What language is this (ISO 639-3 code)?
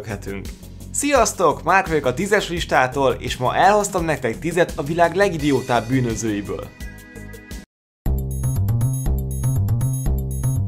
hun